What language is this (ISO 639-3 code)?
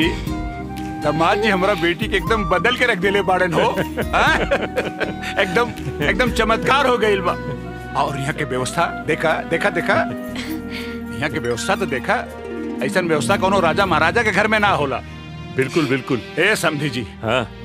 bho